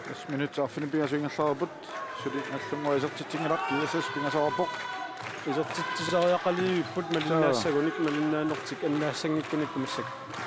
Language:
Kalaallisut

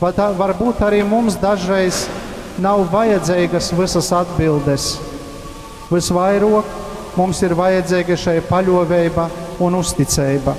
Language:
Latgalian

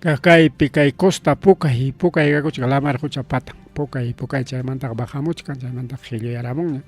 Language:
Ayacucho Quechua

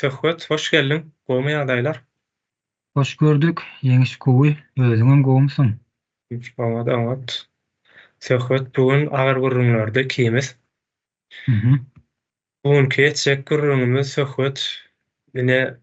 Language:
Turkmen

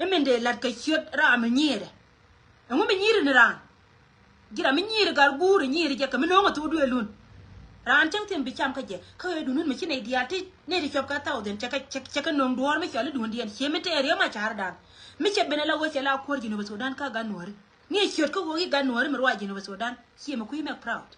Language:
Nuer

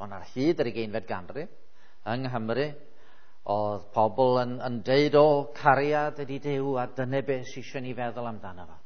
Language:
Welsh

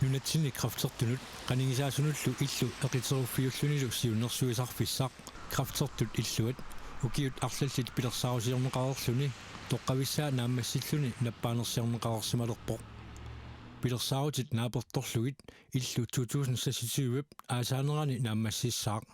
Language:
Kalaallisut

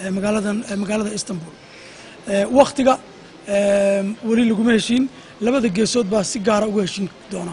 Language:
Somali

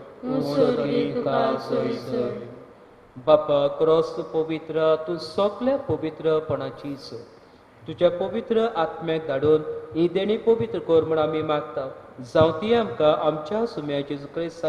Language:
Konkani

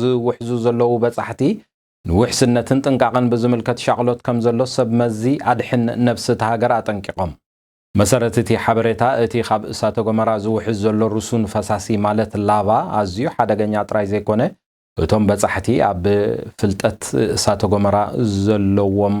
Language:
Tigrinya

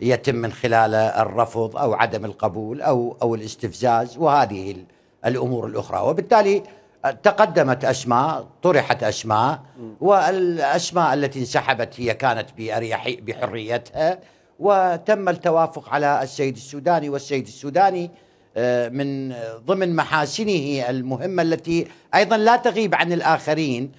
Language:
Mesopotamian Arabic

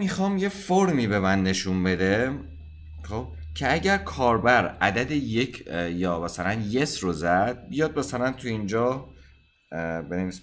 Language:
Persian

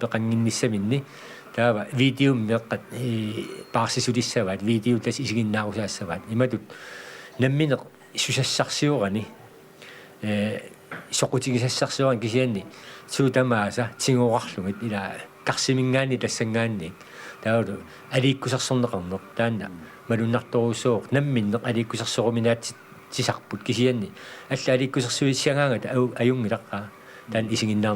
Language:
Kalaallisut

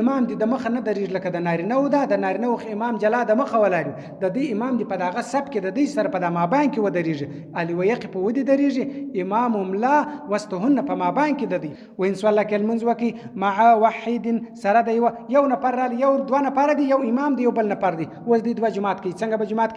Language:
Pashto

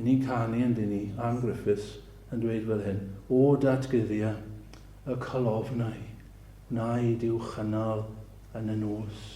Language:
Welsh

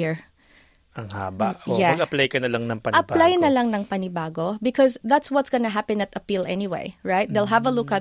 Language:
Filipino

